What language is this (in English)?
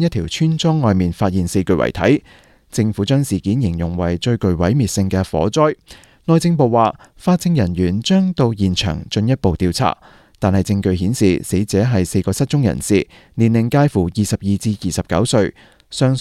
Cantonese